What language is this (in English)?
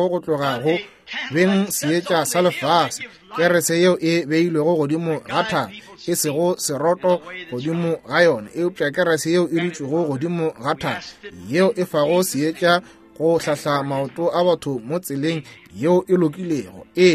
Northern Sotho